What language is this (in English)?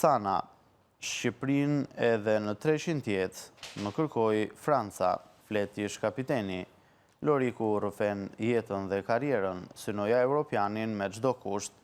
Albanian